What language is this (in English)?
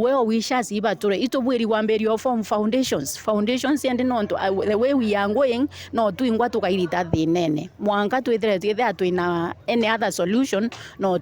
Meru